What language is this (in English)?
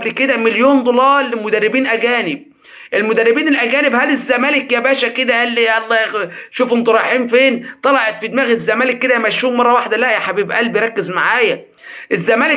Egyptian Arabic